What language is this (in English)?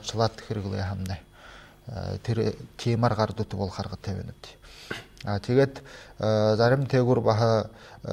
Buriat